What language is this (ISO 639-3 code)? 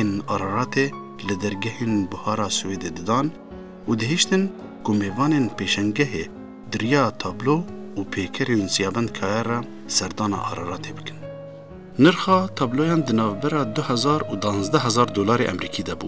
kur